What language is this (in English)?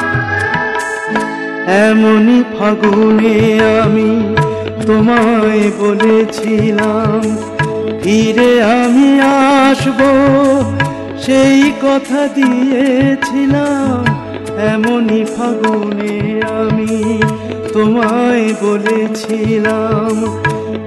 Bangla